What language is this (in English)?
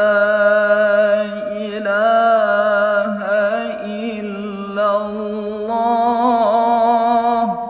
Arabic